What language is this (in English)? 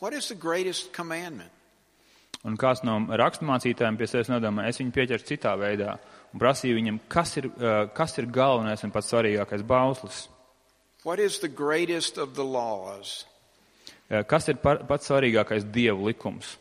Latvian